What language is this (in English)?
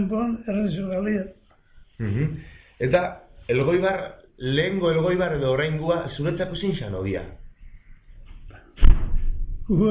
Basque